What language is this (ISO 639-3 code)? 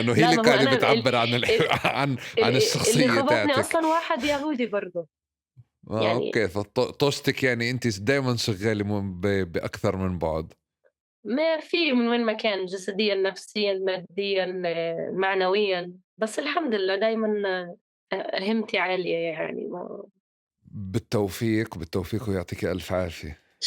apc